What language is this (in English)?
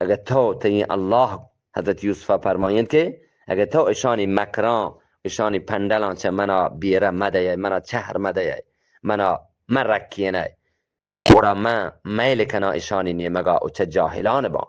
Eastern Balochi